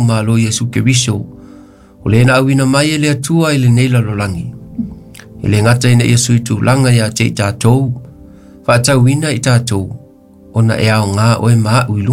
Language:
Samoan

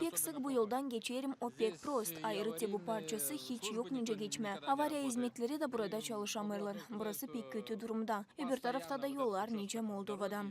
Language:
Gagauz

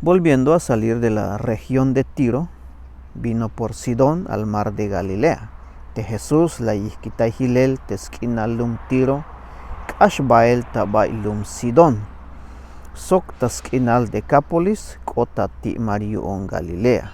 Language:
Tzeltal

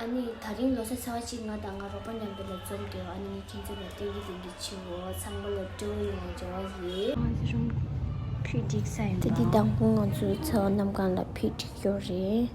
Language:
Tibetan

